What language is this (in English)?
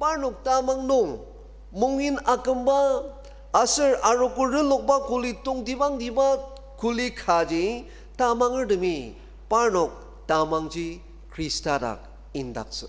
Ao Naga